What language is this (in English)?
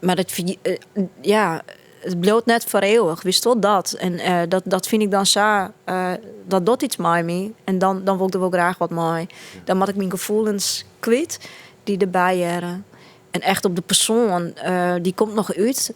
Western Frisian